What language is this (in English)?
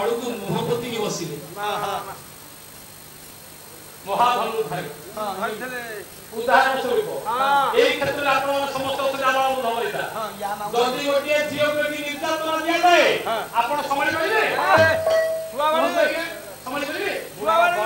Odia